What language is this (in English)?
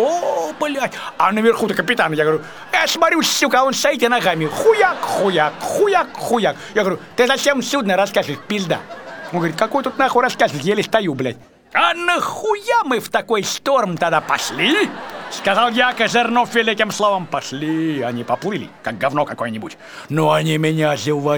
Russian